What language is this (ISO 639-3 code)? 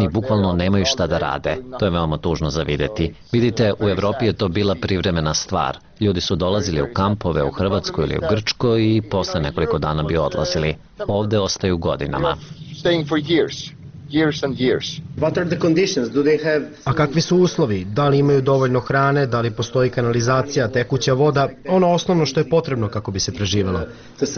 srp